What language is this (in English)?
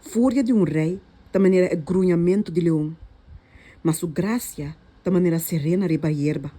Papiamento